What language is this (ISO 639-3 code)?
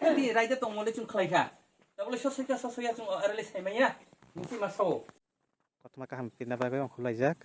trp